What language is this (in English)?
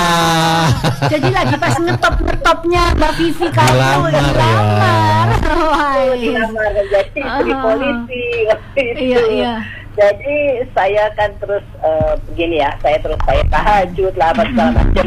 Indonesian